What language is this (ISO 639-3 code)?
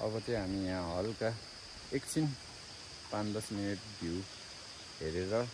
nep